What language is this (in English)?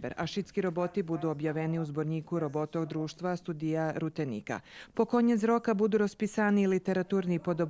Rusyn